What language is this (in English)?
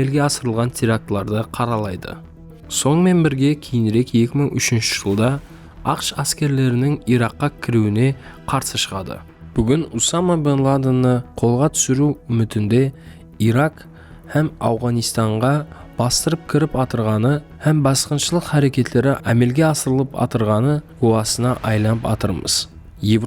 Kara-Kalpak